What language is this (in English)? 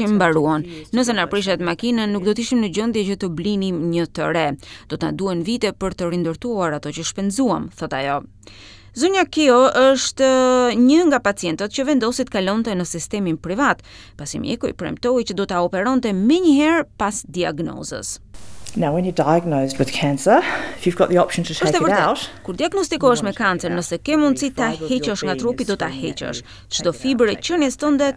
Albanian